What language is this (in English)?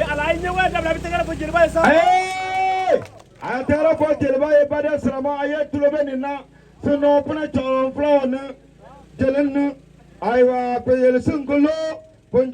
Bambara